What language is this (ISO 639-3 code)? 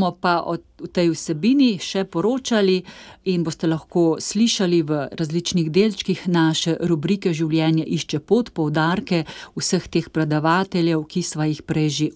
slv